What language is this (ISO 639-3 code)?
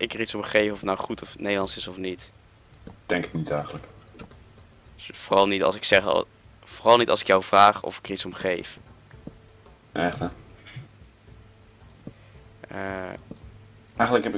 nld